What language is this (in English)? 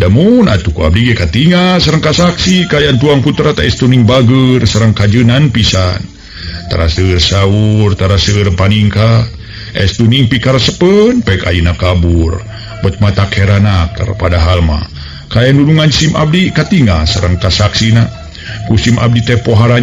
Sundanese